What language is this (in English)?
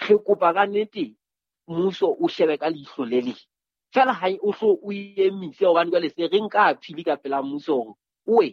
Southern Sotho